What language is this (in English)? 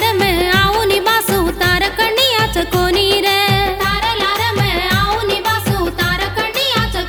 Lambadi